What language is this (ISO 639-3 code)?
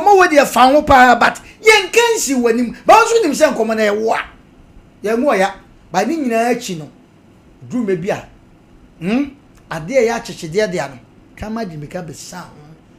aka